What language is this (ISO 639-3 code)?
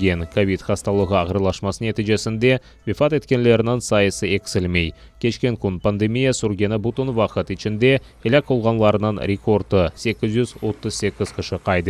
crh